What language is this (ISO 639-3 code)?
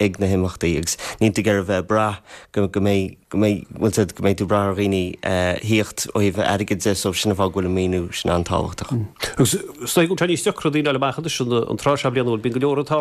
gle